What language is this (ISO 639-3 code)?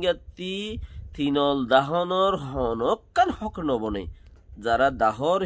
rhg